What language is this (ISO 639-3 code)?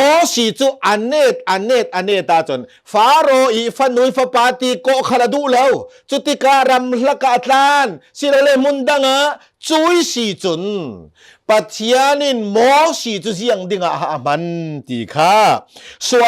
cnh